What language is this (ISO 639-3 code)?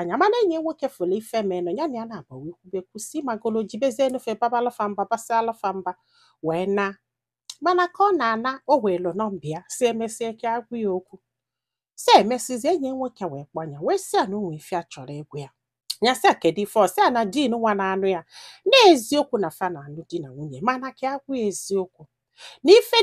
ibo